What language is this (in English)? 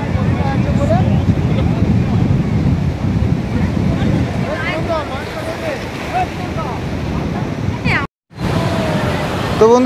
Bangla